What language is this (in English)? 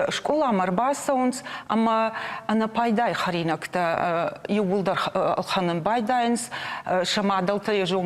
Ossetic